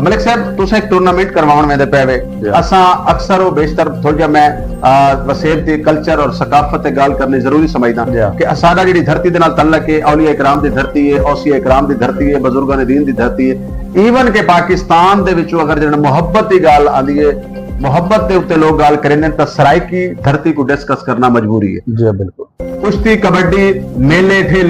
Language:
Saraiki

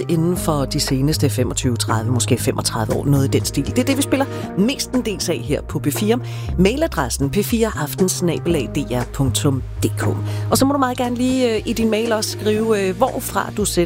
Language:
Danish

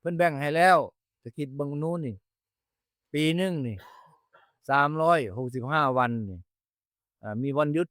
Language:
Northeastern Thai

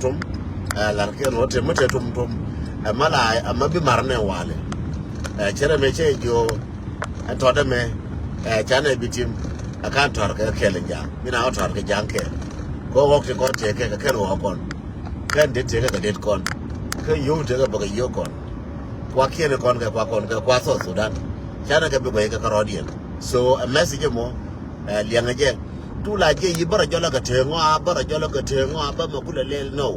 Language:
Nuer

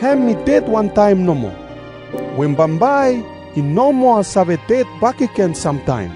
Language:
Bislama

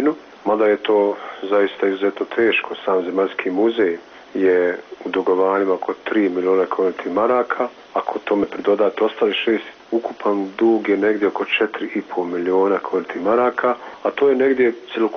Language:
Bosnian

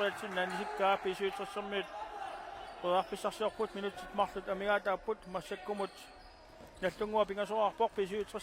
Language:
Kalaallisut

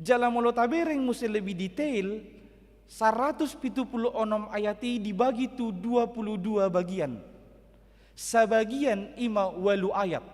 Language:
Batak Toba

